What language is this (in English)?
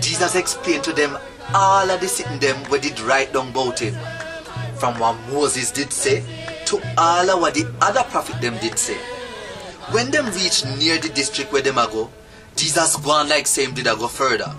Jamaican Creole English